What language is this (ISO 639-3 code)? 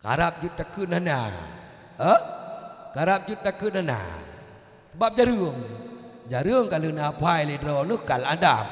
ace